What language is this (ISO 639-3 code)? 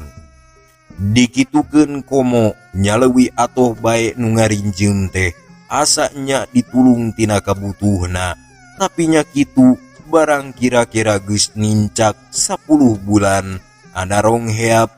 sun